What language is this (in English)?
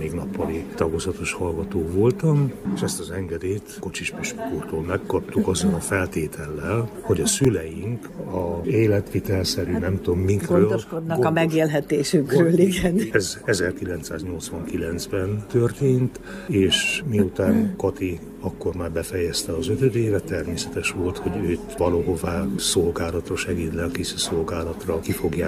Hungarian